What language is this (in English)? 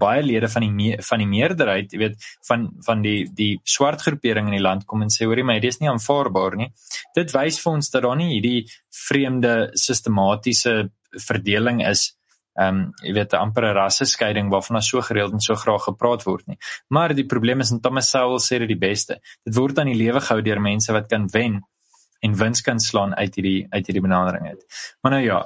Afrikaans